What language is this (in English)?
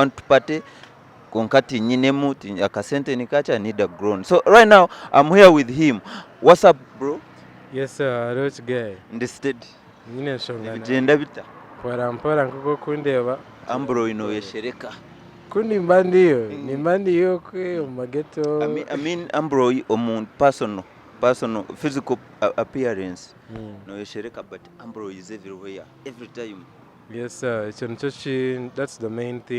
Nyankole